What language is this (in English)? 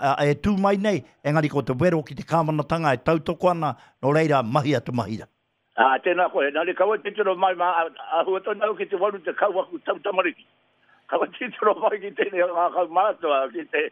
Māori